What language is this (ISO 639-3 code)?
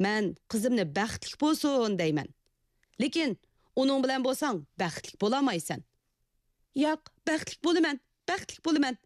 uig